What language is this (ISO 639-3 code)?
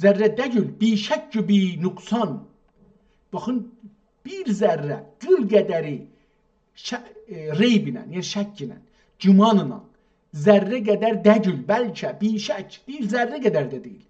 azb